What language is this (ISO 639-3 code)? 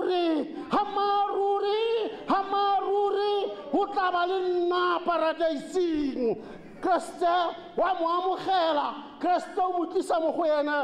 tsn